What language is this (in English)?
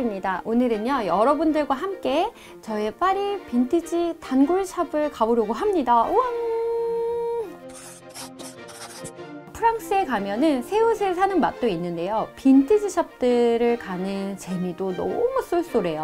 Korean